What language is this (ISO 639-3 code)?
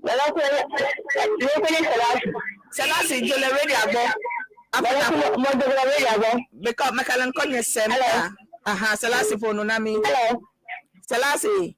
ewe